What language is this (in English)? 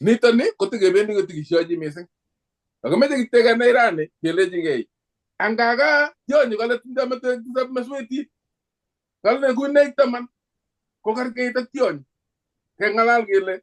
Kalenjin